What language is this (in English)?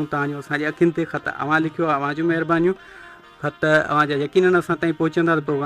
Sindhi